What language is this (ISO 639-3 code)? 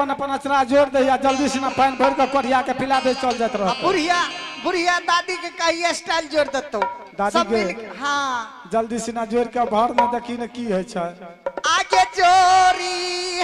mai